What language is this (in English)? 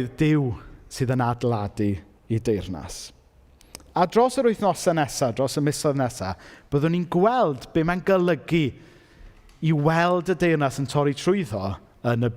Welsh